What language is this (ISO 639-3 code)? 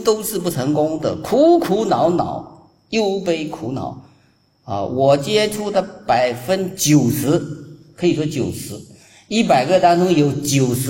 zho